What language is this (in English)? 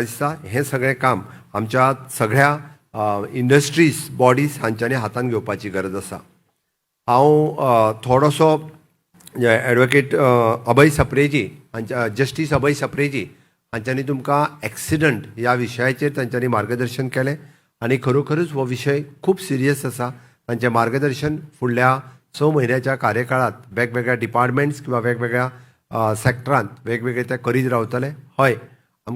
Konkani